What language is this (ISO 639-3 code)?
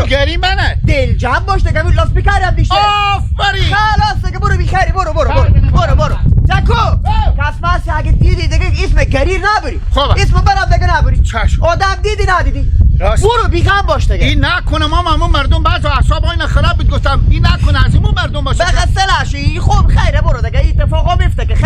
haz